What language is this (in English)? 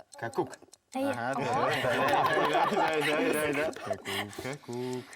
Bashkir